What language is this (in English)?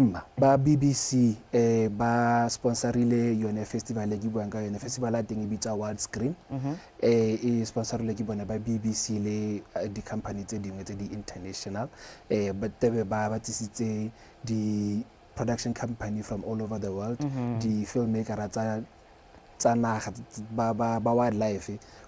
Tswana